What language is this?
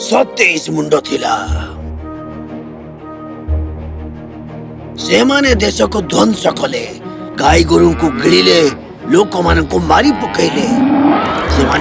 Odia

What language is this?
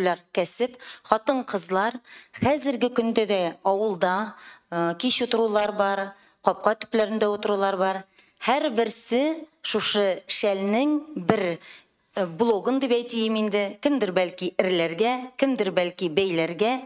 Tatar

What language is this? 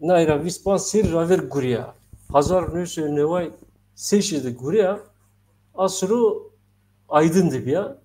Zaza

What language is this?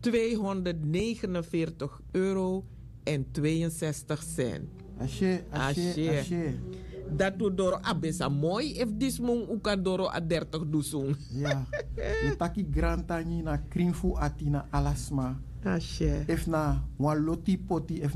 Sranan Tongo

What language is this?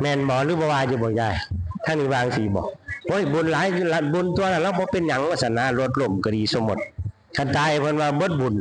Northeastern Thai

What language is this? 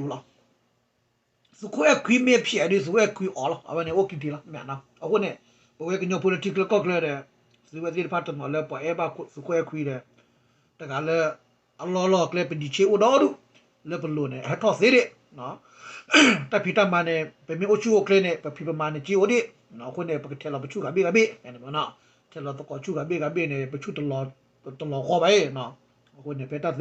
S'gaw Karen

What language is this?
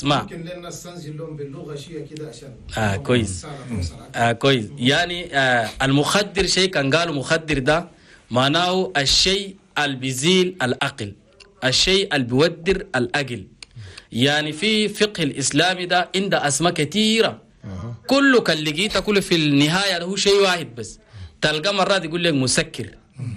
Chadian Arabic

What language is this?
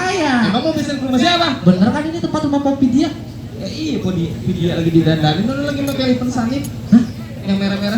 Betawi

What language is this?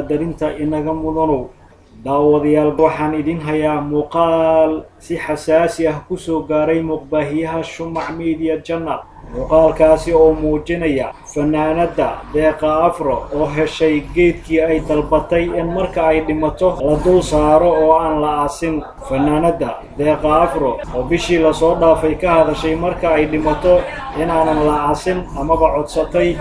Somali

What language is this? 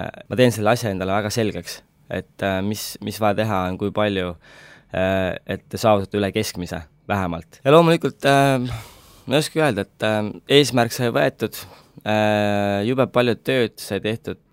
Estonian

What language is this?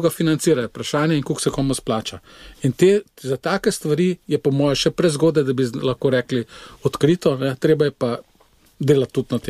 Slovenian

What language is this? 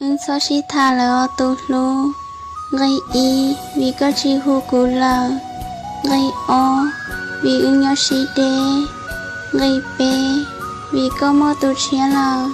Hmong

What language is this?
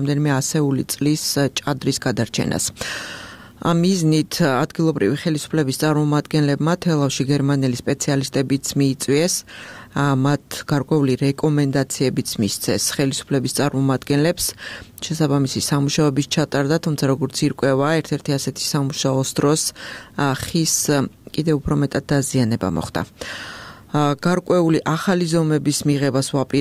Georgian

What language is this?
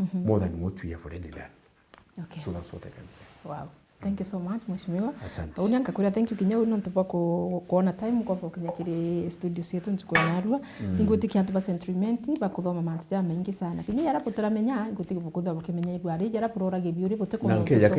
Meru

